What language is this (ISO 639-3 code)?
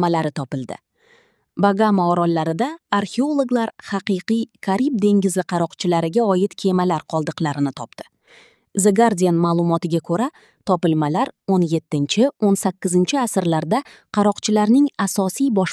uzb